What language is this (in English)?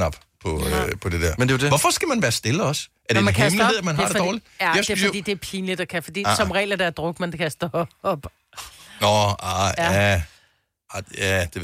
Danish